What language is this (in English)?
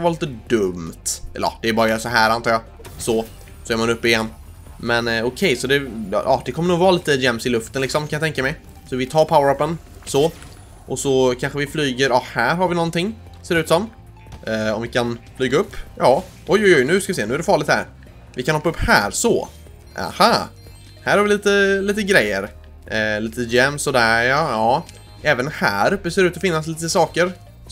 Swedish